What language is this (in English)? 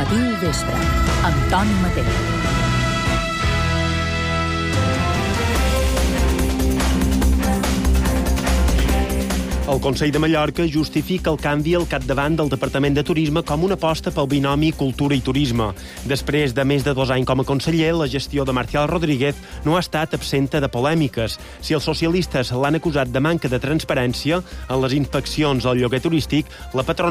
Catalan